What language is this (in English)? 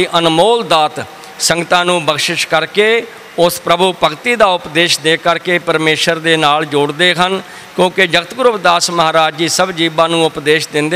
Punjabi